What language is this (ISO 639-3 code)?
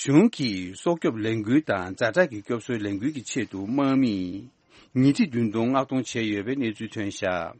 bod